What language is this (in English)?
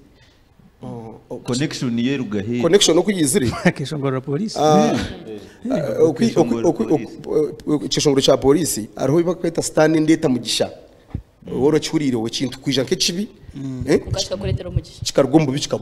Nyankole